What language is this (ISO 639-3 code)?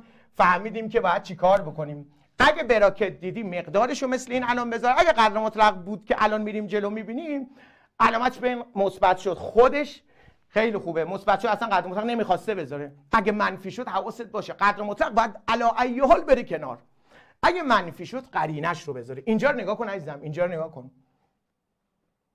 fas